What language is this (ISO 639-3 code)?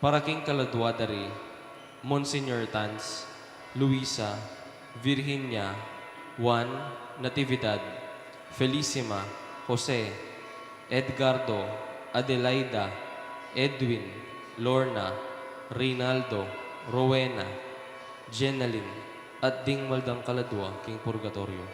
pam